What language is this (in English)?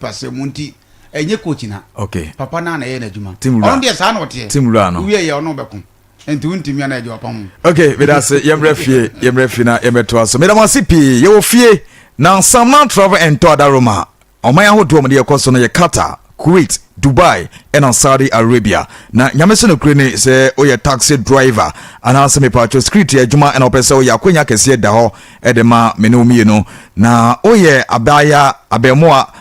Akan